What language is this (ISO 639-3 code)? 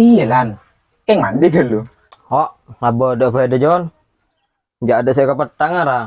mad